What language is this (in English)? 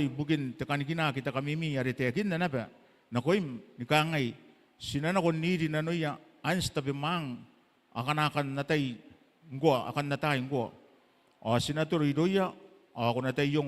Gilbertese